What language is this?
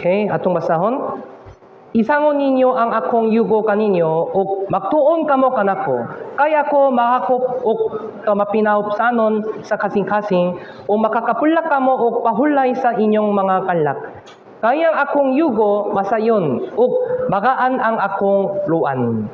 Cebuano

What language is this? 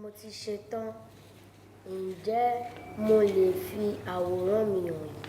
Yoruba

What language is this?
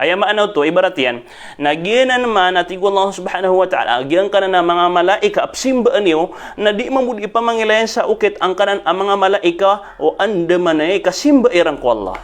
Maranao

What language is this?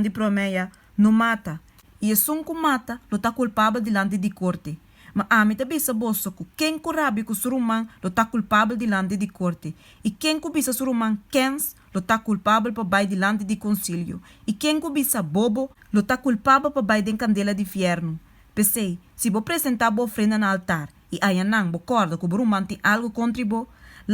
Papiamento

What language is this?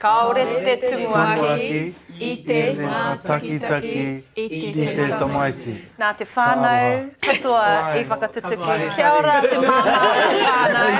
Māori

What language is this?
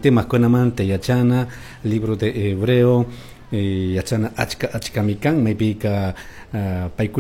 Chimborazo Highland Quichua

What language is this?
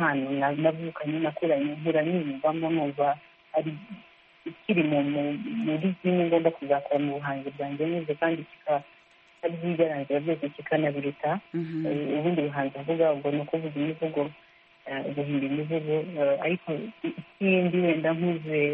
Kinyarwanda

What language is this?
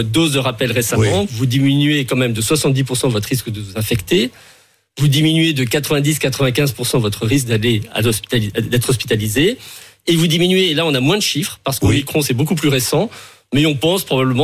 French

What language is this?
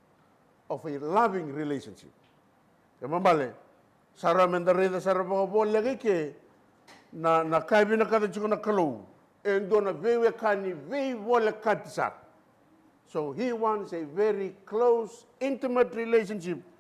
Fijian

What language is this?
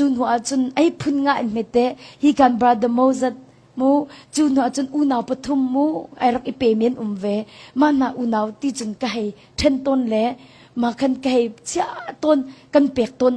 Hakha Chin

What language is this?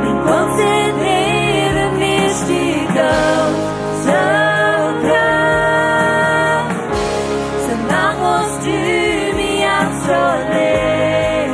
Plautdietsch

